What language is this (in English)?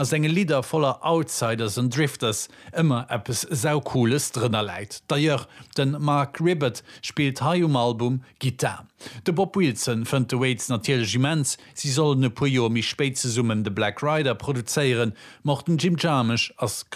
Luxembourgish